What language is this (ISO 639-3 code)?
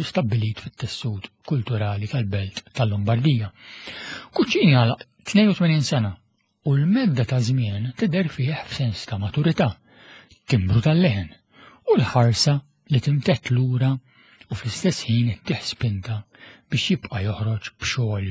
mlt